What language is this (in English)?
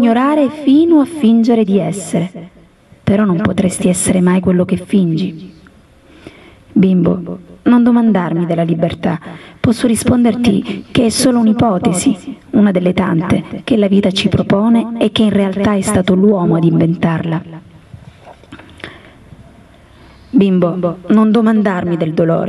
Italian